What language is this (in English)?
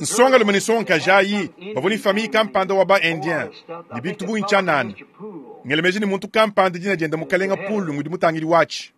Luba-Lulua